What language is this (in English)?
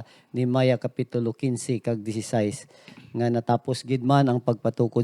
Hiligaynon